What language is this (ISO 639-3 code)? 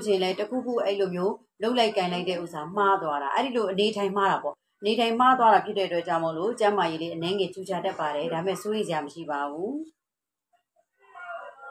mya